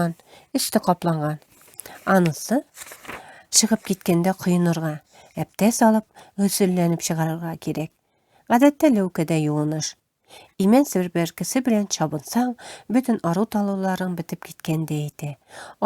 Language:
Tatar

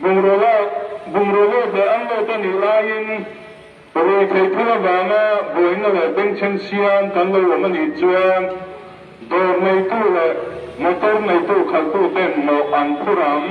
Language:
Mizo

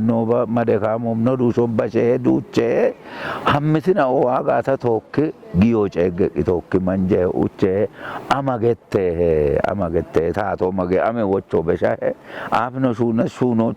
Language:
Kafa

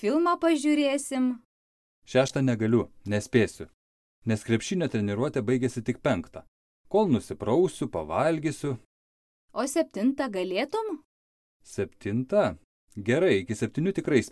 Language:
Lithuanian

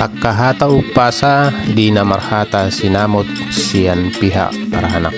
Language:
Batak Toba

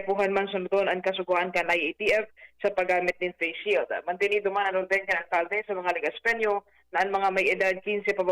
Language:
Bikol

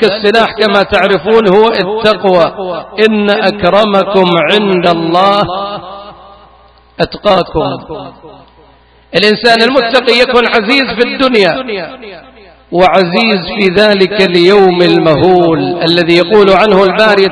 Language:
Arabic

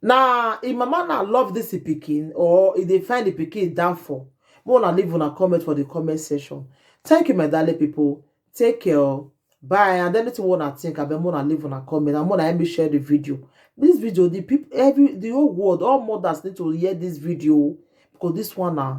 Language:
Nigerian Pidgin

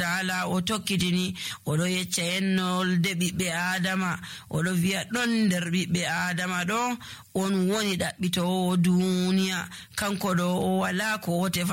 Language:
Nigerian Fulfulde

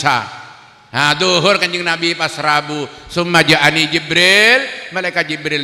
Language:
Madurese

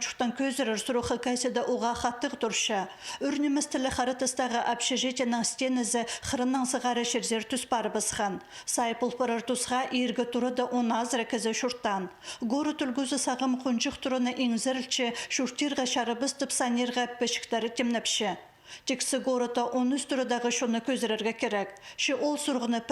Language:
Khakas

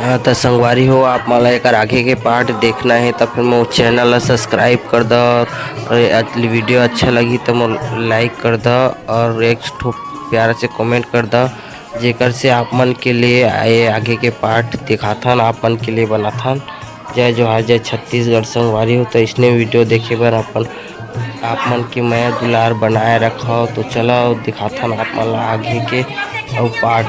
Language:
Chhattisgarhi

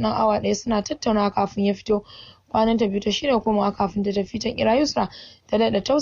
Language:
Hausa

